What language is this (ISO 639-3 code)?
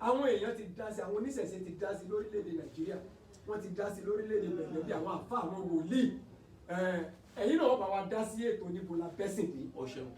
yor